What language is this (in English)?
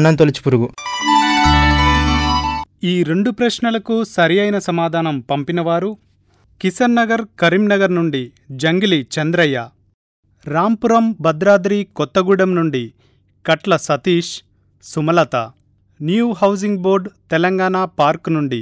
Telugu